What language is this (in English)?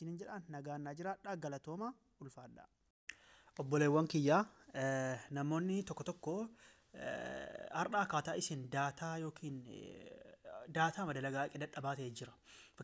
Oromo